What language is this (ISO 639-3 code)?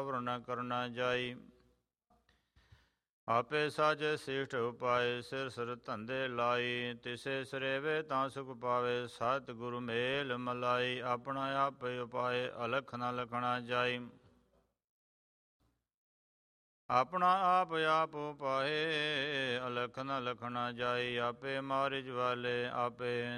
pan